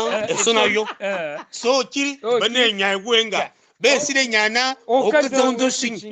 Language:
Fang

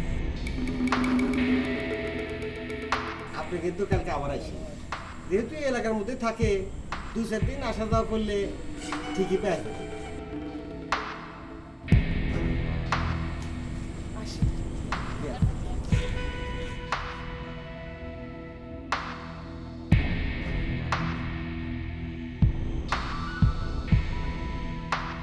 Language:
Bangla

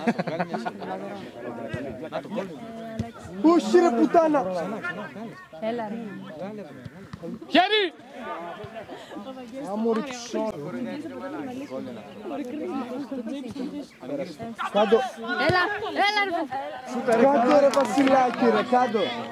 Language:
Greek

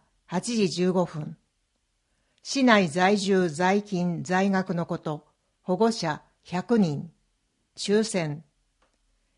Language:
Japanese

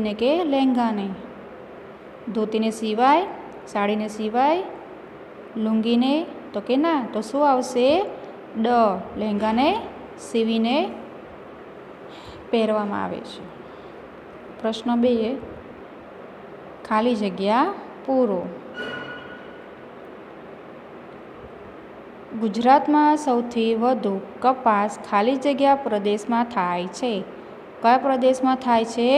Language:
Gujarati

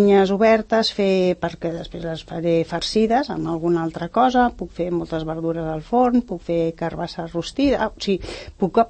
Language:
Catalan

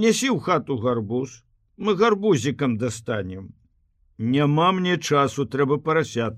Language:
Belarusian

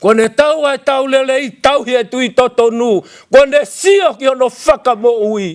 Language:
Tongan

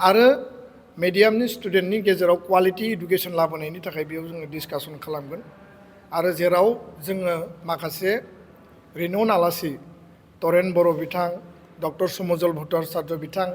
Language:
Bodo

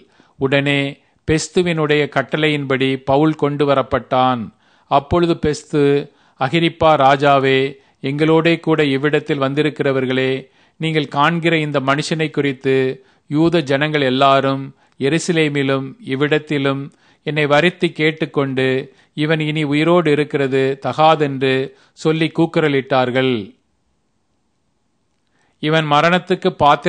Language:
Tamil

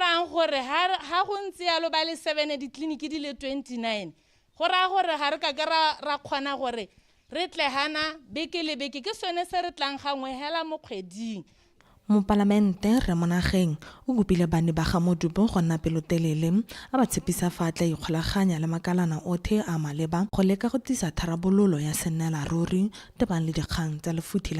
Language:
Tswana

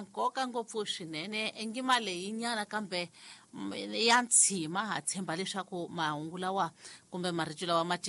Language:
Tsonga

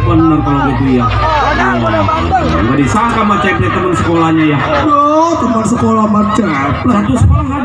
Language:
Betawi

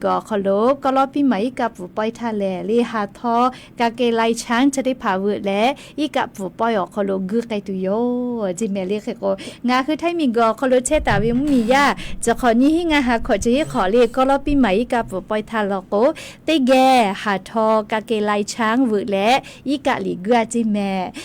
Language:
Lahu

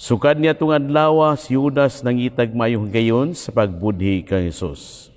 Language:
Cebuano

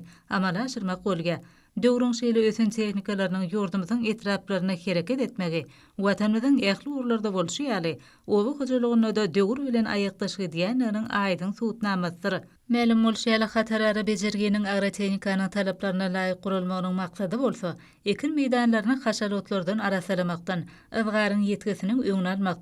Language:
Turkmen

